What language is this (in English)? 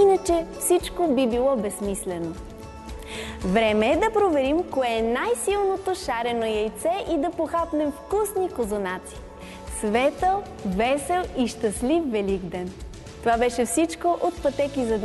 Bulgarian